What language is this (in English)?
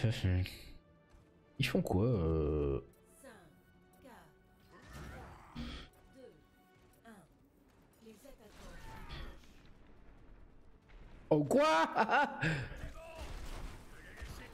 French